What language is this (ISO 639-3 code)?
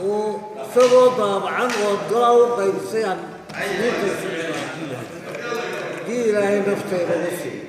som